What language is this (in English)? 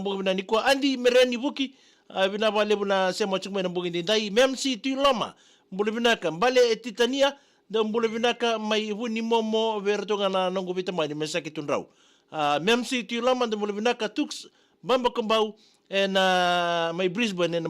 Fijian